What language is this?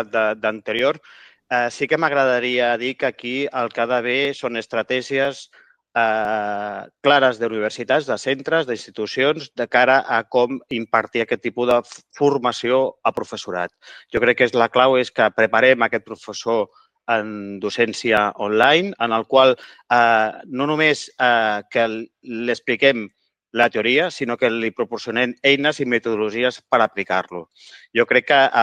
Catalan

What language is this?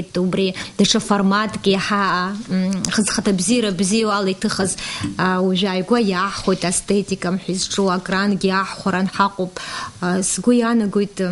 Abkhazian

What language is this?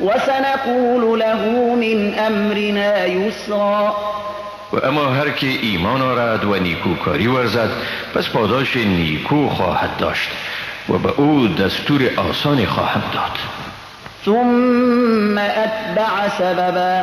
Persian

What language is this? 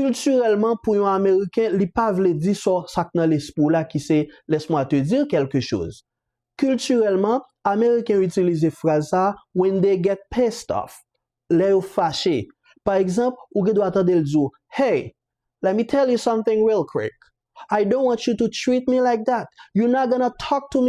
Haitian Creole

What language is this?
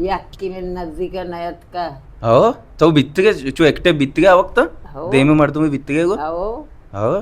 Baluchi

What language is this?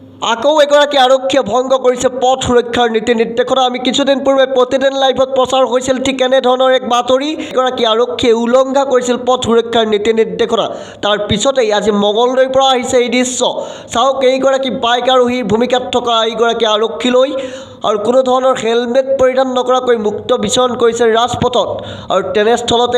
Assamese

